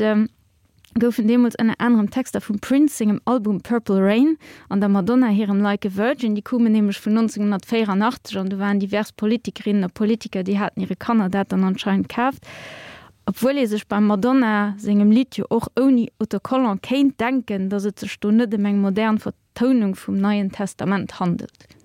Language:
Luxembourgish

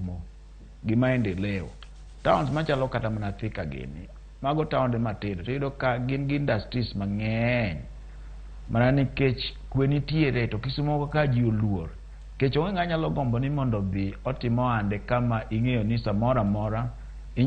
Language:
Luo (Kenya and Tanzania)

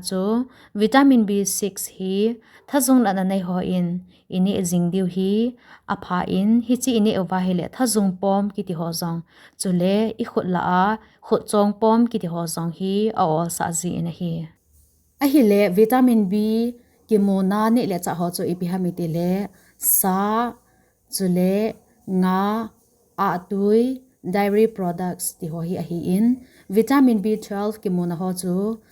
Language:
Thado Chin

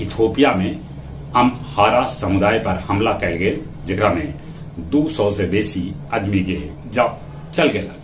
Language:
Magahi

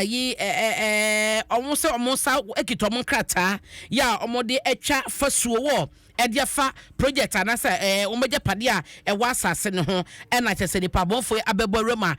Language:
Akan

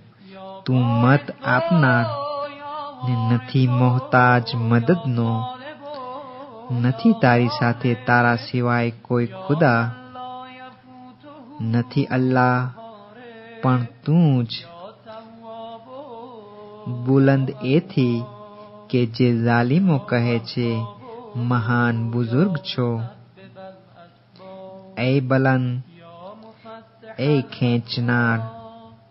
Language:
Gujarati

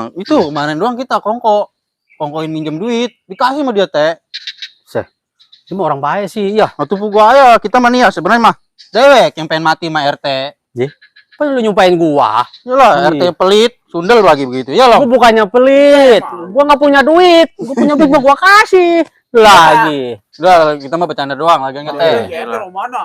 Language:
Betawi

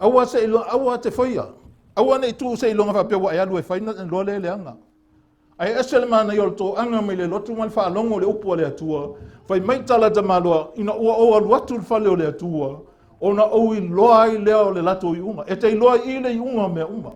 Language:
Samoan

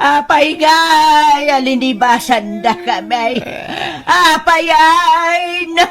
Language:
Iloko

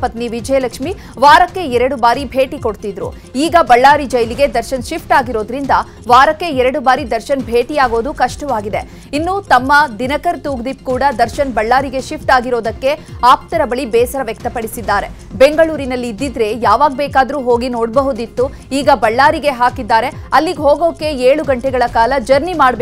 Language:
Kannada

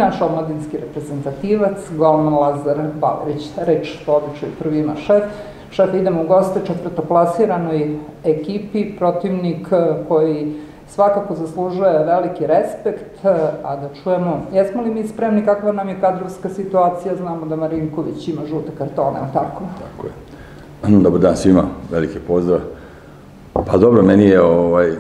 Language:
Serbian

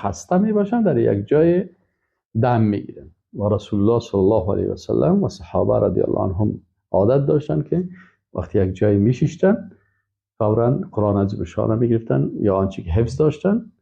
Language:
Persian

